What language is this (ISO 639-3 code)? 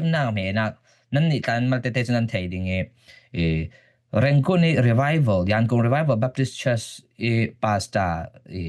cfm